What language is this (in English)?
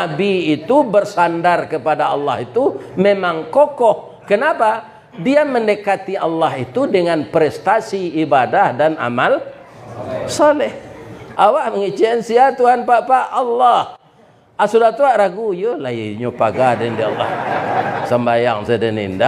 Minangkabau